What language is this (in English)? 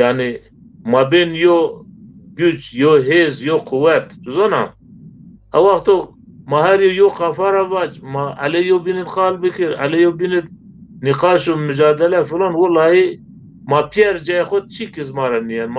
Zaza